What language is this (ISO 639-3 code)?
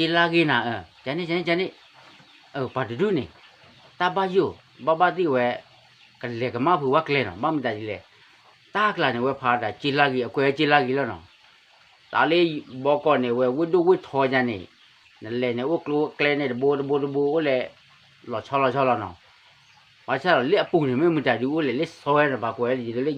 ksw